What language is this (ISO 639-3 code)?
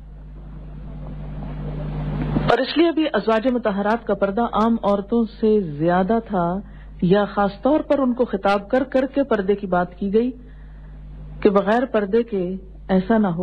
urd